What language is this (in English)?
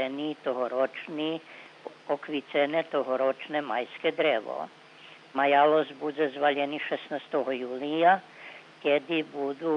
Rusyn